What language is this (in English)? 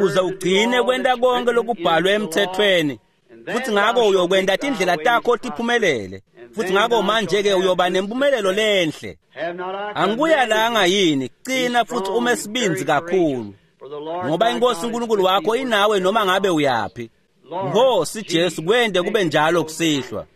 Swati